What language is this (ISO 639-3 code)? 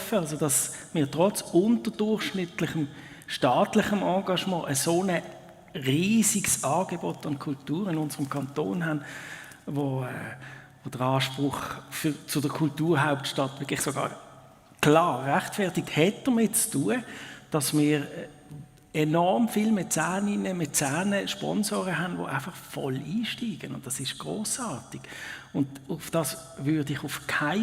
gsw